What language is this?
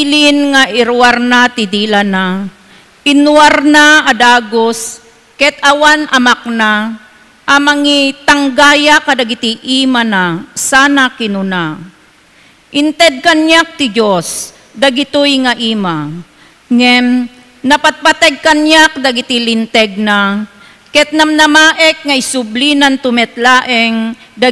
Iloko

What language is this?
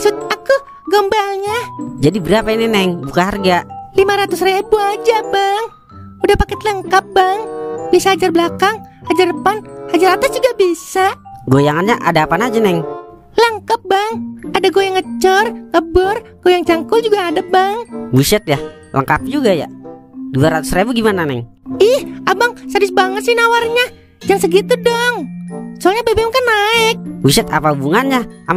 Betawi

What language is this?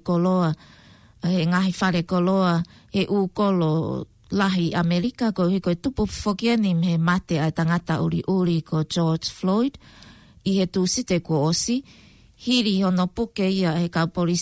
Tongan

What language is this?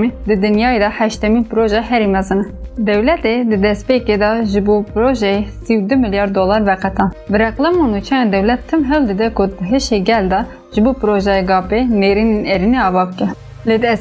Kurdish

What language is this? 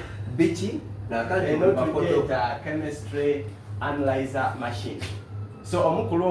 Soga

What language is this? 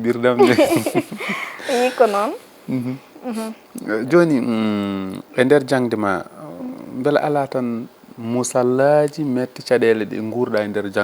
Fula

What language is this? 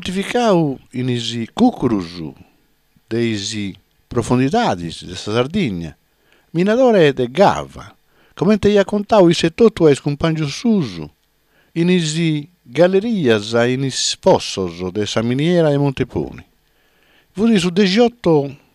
Sardinian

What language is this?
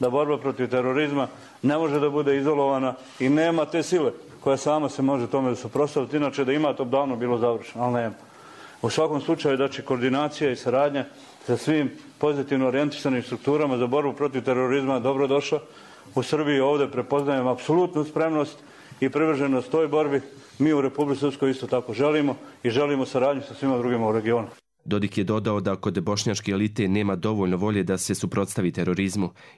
Serbian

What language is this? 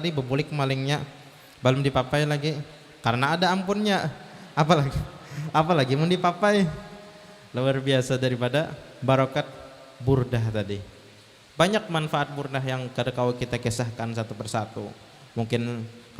Banjar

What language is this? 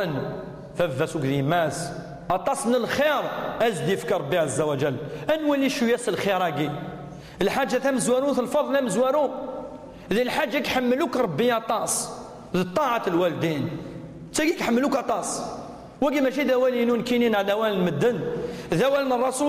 Kabyle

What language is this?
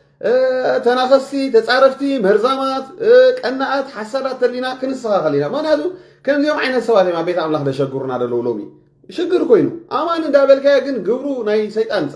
Tigrinya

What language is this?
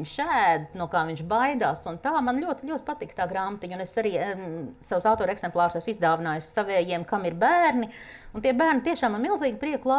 Latvian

